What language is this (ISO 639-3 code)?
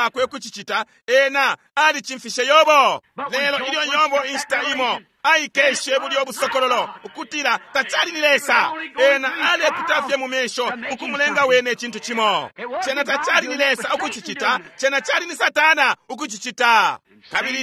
bem